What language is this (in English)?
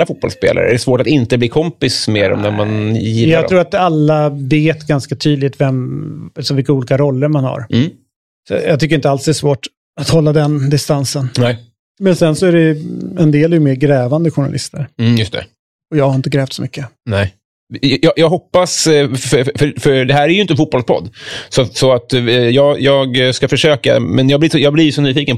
Swedish